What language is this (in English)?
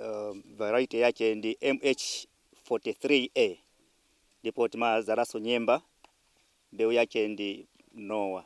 Nyanja